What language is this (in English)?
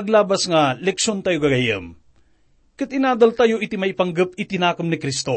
Iloko